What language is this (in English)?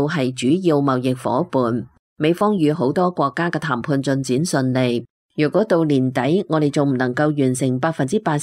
Cantonese